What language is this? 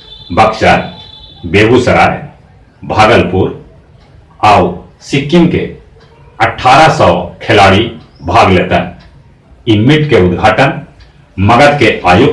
Magahi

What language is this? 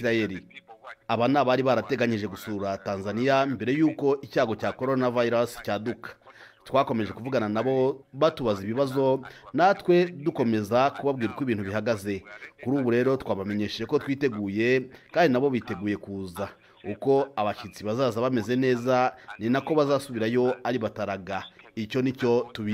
Kinyarwanda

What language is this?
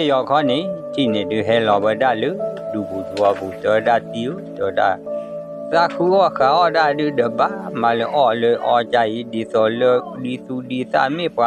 S'gaw Karen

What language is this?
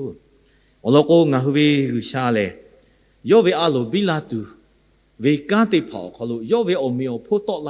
Lahu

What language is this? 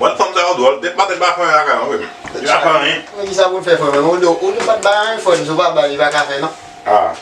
Haitian Creole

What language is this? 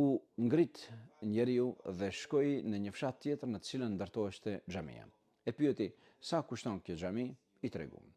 Albanian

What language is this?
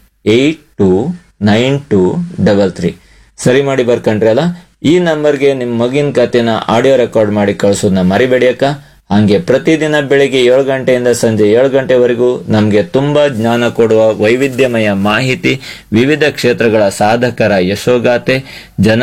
Kannada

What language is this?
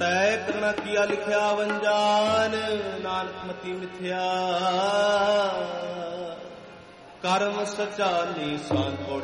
Punjabi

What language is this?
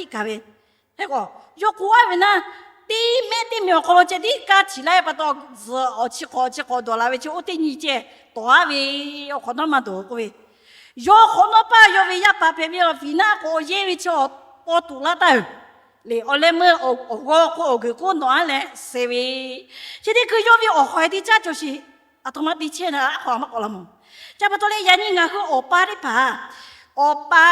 Lahu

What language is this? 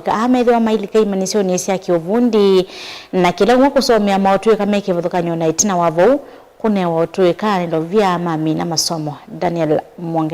Kamba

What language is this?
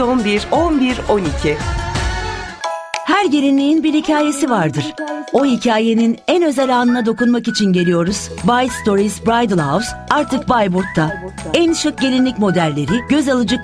Turkish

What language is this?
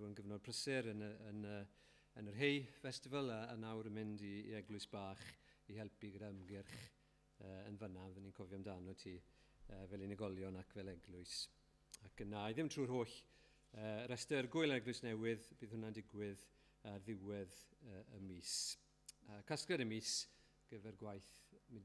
Welsh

